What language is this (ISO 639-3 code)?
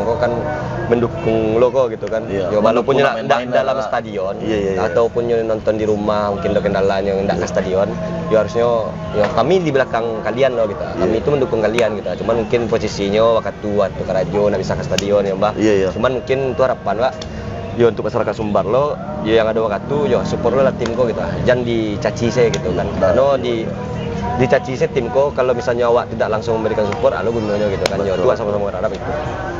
min